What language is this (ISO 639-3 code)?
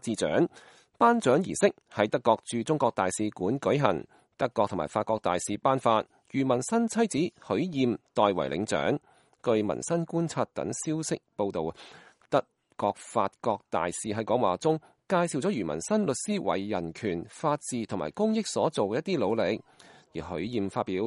yue